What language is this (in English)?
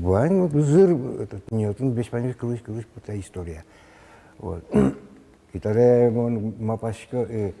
Udmurt